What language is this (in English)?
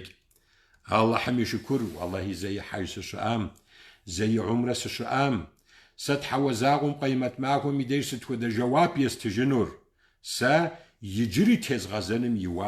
Kabardian